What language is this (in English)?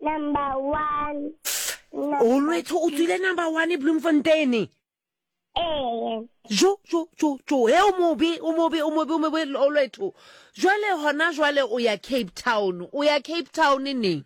Southern Sotho